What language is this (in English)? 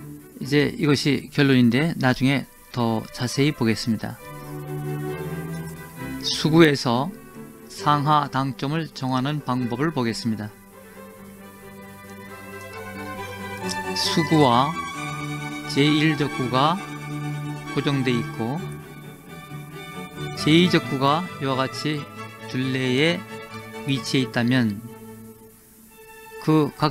Korean